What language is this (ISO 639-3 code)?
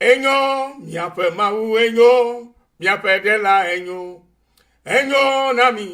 ewe